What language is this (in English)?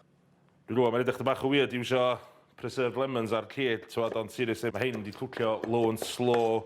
Welsh